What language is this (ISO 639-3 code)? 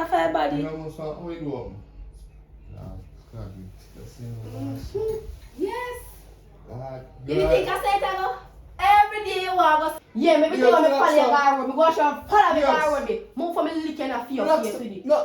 jam